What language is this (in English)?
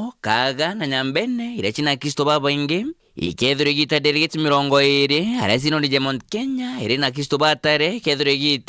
Meru